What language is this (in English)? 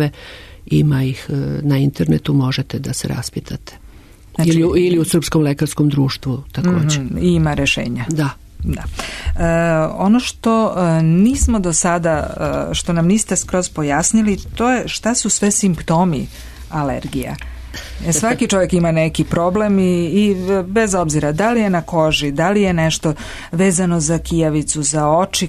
Serbian